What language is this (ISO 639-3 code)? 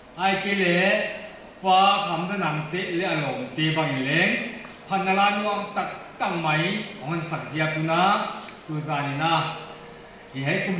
pck